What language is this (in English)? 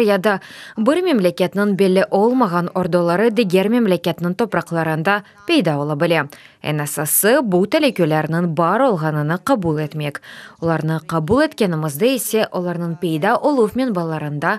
Crimean Tatar